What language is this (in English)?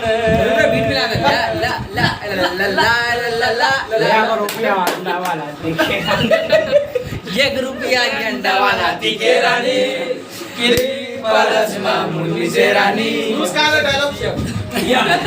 Chhattisgarhi